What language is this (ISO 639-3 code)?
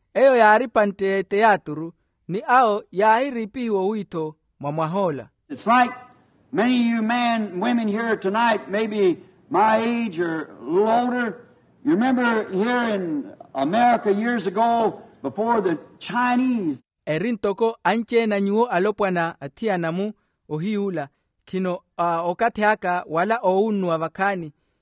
vmw